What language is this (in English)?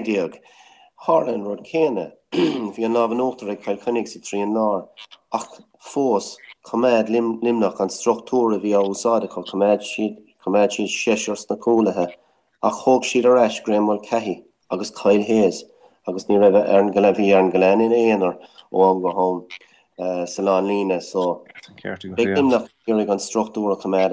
Irish